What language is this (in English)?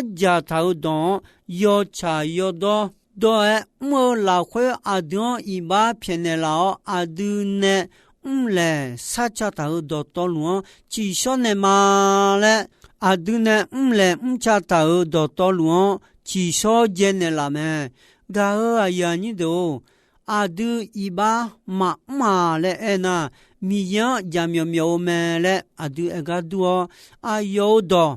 Akha